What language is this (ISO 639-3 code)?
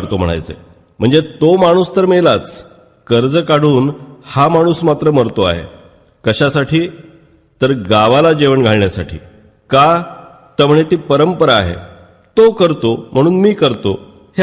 mar